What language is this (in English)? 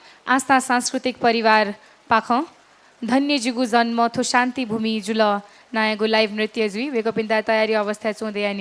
Newari